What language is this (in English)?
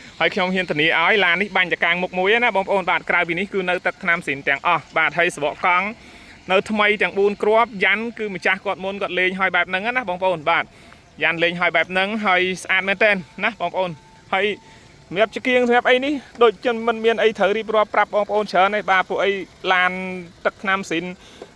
Khmer